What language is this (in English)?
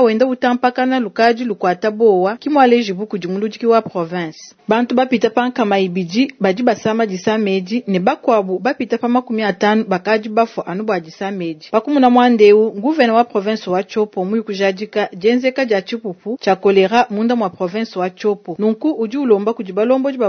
Luba-Lulua